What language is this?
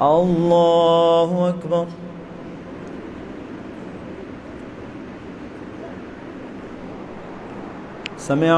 Urdu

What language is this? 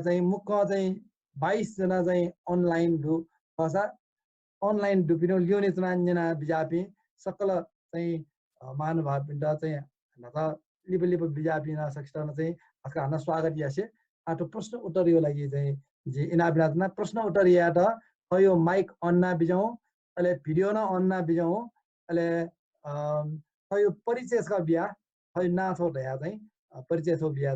Newari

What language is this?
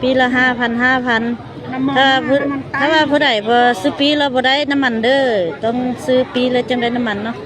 Lao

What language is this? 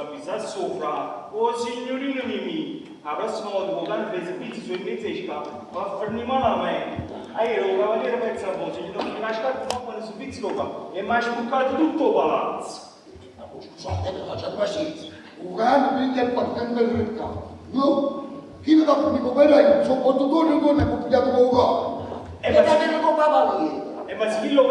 Neapolitan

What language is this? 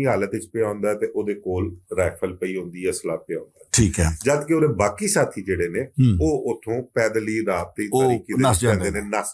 Western Panjabi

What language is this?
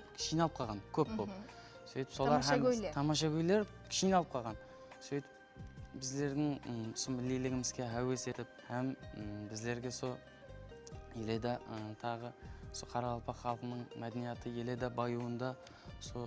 Kara-Kalpak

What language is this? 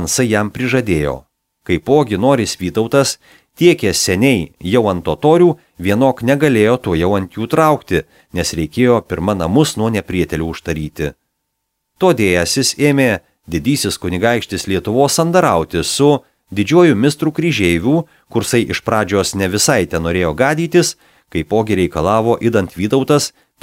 Lithuanian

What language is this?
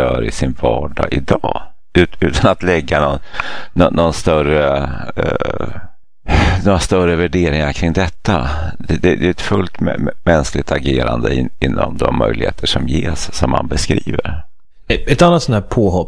Swedish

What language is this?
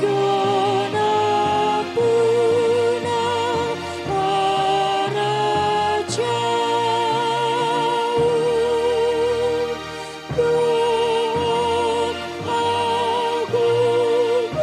Batak Toba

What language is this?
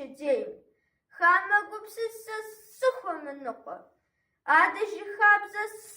Kabardian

